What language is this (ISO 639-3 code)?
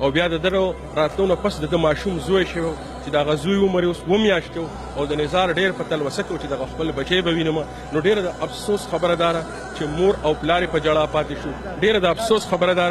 pus